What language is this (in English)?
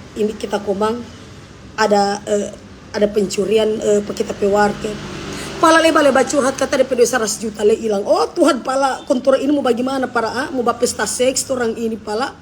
Manado Malay